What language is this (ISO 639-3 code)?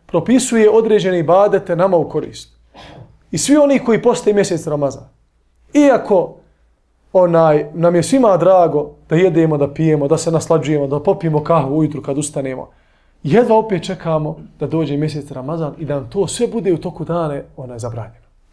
bos